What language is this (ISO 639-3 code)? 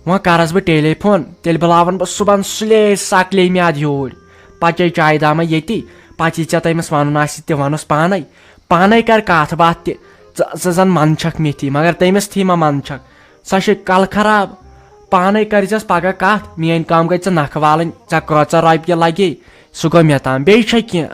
kas